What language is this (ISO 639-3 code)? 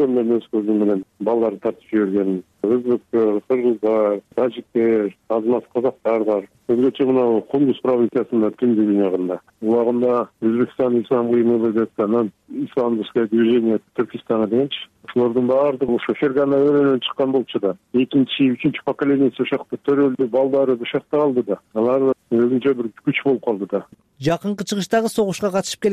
kir